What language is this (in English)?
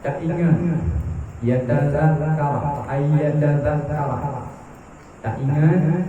Achinese